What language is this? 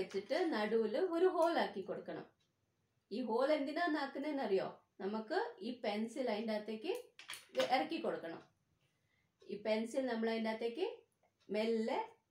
Malayalam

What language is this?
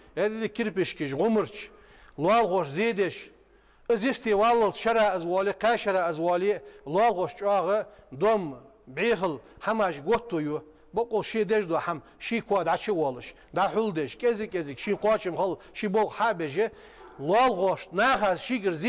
Ingush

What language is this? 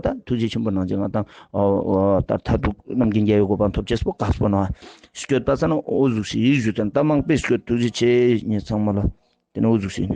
Ladakhi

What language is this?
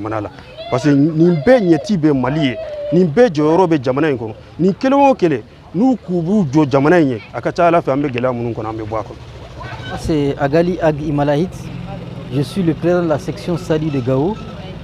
Bambara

